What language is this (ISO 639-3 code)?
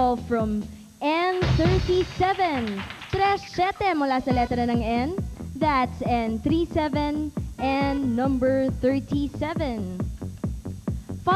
fil